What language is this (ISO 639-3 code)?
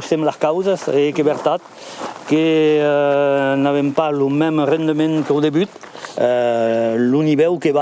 oci